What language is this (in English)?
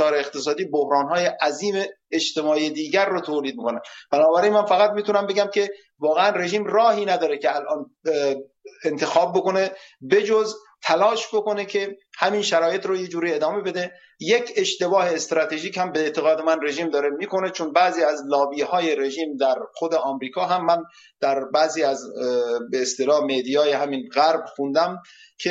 Persian